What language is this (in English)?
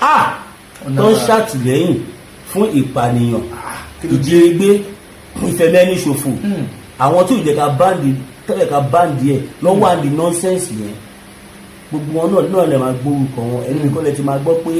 Yoruba